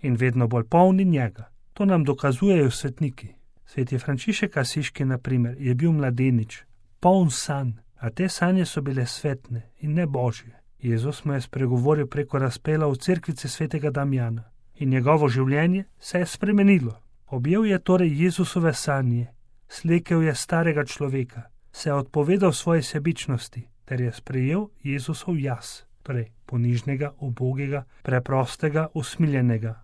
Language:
Slovenian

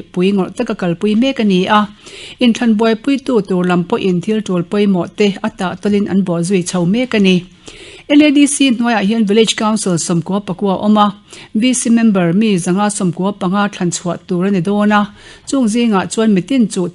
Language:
Mizo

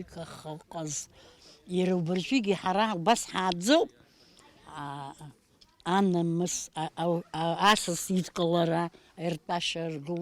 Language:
Abkhazian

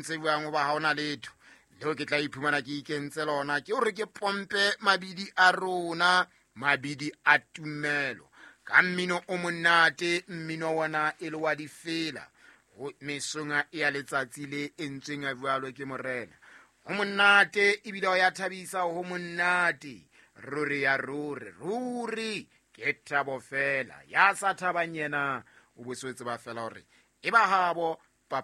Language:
Southern Sotho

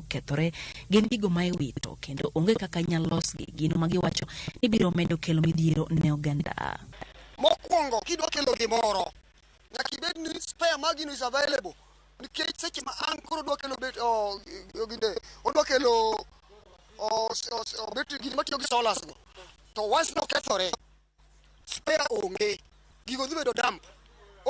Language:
Luo (Kenya and Tanzania)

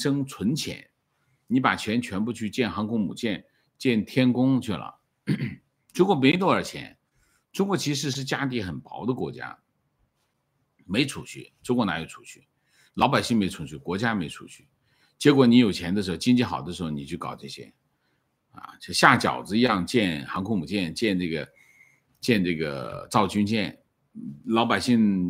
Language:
Chinese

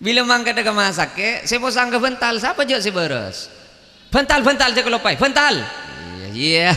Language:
Madurese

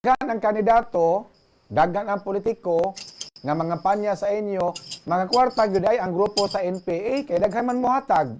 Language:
Cebuano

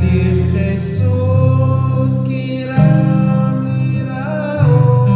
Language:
Kekchí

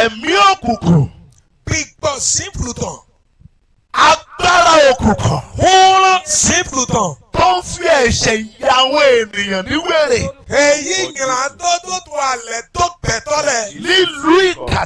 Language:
Yoruba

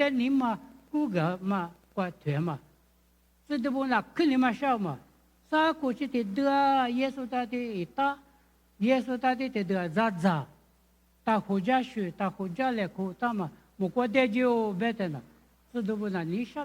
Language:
Lisu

